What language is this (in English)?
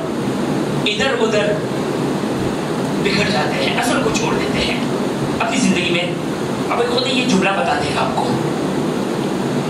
Urdu